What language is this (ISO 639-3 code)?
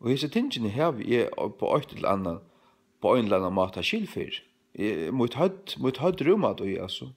fao